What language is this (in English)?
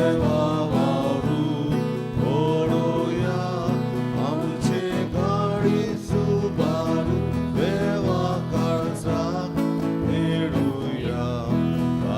Konkani